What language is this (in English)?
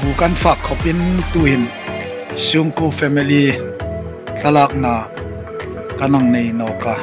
Hmar